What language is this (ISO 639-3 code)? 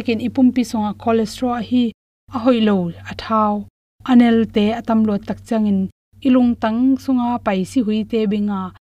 ctd